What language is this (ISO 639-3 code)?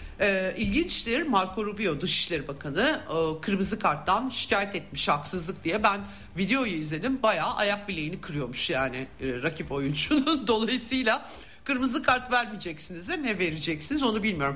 tur